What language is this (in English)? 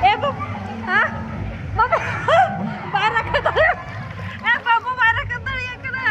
Santali